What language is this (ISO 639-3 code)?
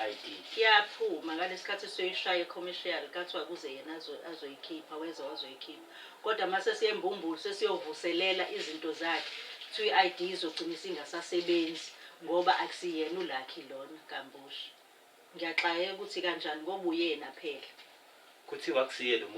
zul